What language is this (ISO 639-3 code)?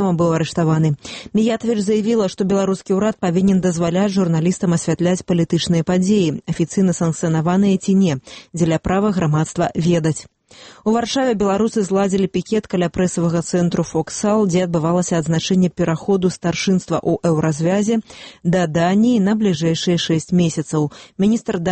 bel